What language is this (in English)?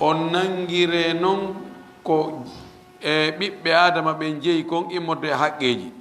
Fula